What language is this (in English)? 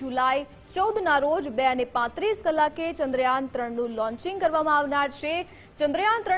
Gujarati